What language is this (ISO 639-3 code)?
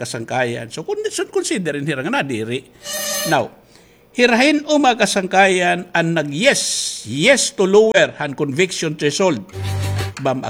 war